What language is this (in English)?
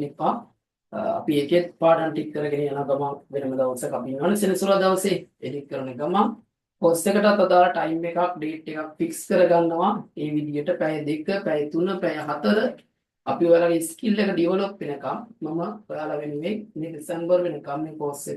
Sinhala